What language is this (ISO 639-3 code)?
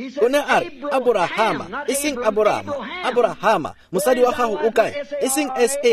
tsn